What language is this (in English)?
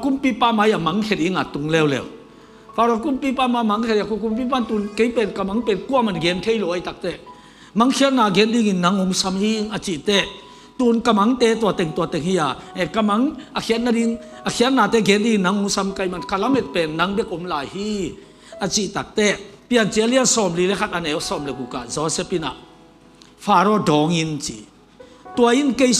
Tedim Chin